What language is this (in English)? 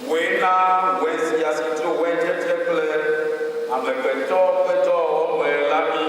Ewe